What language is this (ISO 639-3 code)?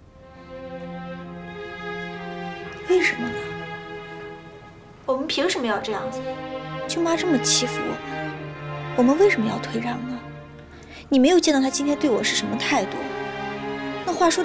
zho